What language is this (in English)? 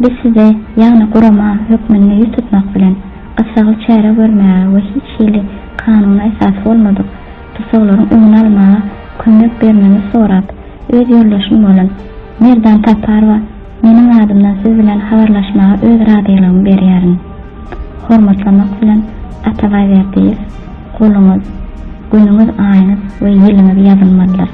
Turkmen